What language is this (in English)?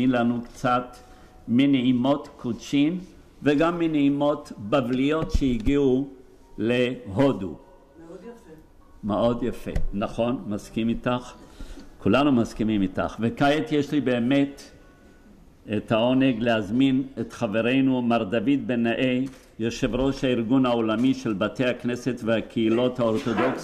Hebrew